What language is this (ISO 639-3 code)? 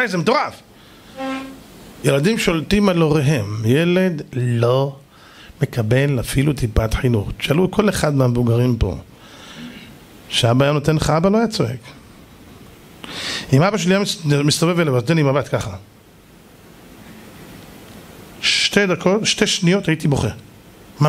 heb